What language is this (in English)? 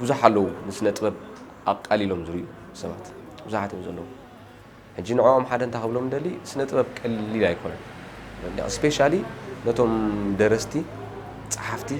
Tigrinya